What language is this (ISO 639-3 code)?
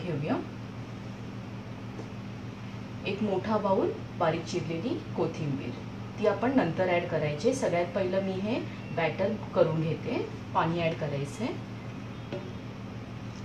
mar